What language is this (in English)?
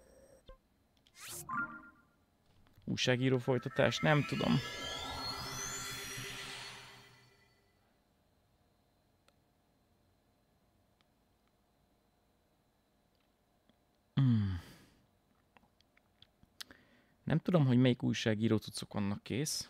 Hungarian